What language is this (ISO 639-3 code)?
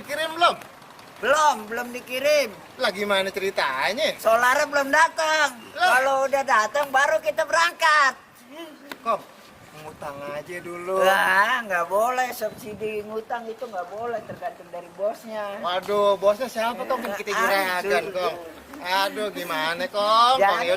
bew